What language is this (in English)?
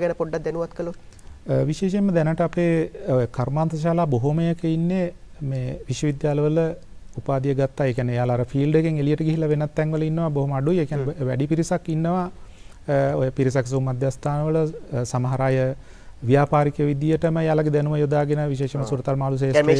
Sinhala